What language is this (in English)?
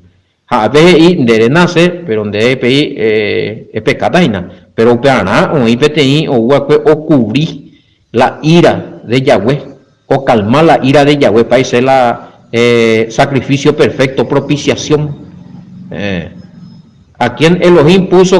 Guarani